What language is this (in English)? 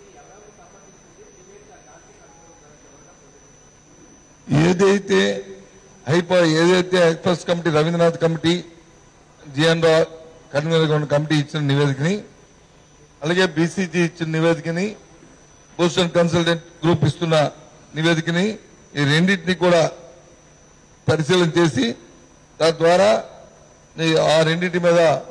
Telugu